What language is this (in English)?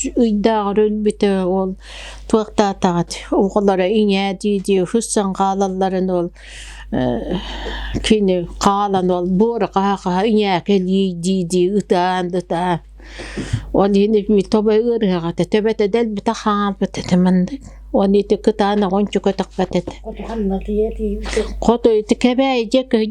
Yakut